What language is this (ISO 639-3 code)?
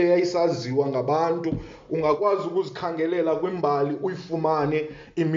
xho